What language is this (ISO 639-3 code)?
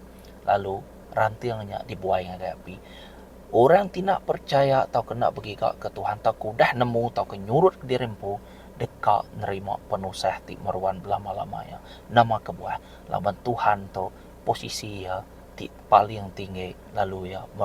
iba